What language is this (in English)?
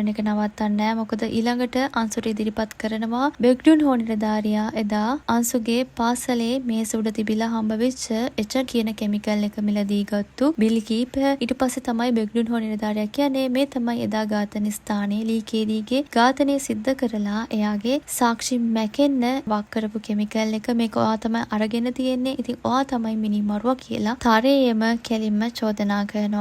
Sinhala